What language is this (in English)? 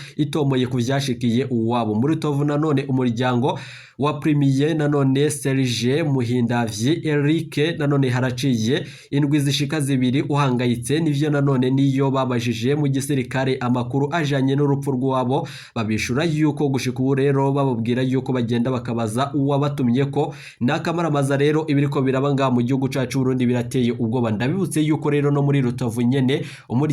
Rundi